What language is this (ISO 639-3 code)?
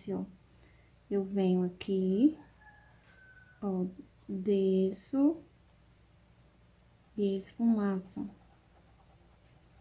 por